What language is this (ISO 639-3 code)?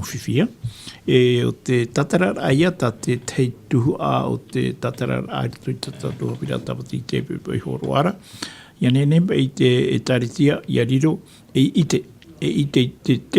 tah